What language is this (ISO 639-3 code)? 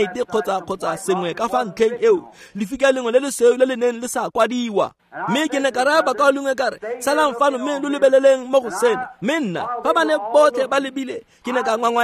tsn